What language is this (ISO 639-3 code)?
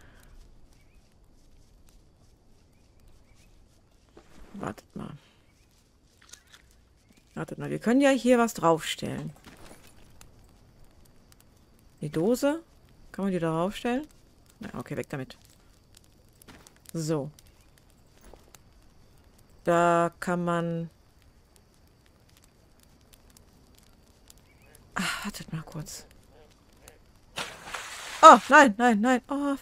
deu